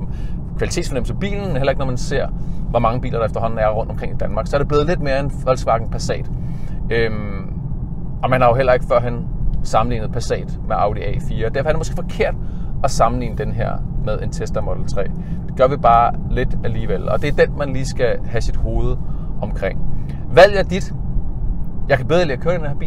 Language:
Danish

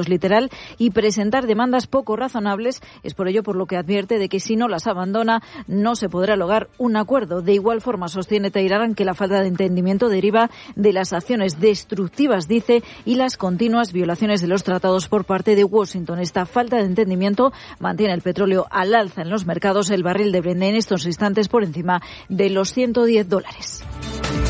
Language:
Spanish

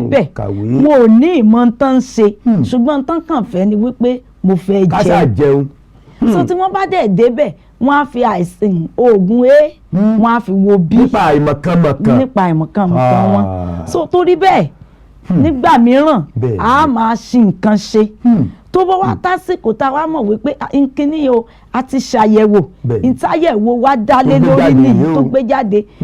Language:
Yoruba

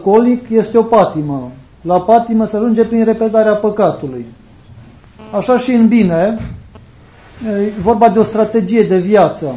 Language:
Romanian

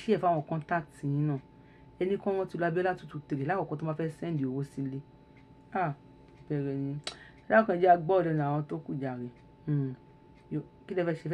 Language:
Yoruba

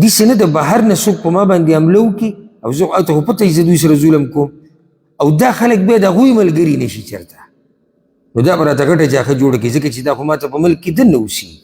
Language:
Pashto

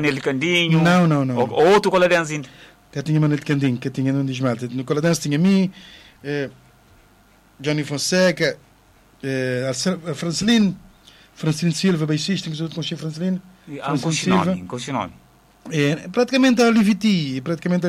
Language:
Portuguese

